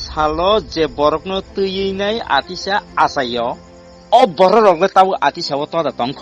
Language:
Kok Borok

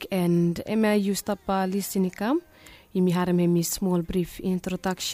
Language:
Bislama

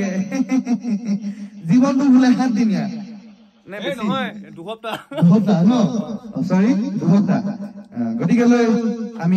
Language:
Assamese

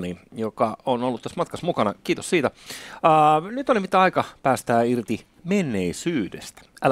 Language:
Finnish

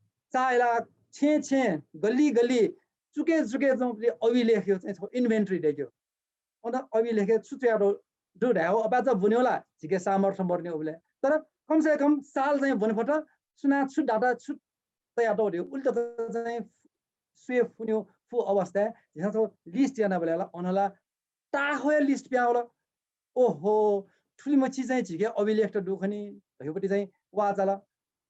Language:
Newari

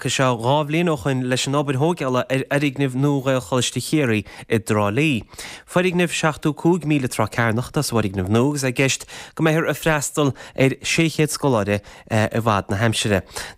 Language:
Irish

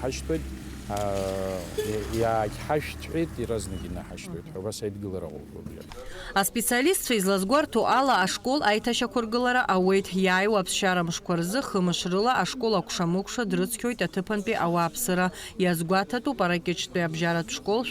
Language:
Abkhazian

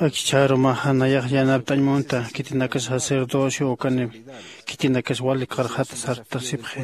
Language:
Aymara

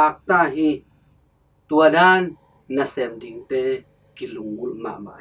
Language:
Tedim Chin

